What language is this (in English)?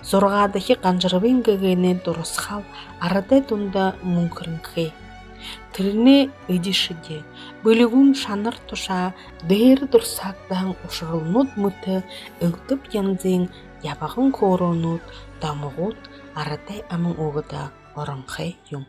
Buriat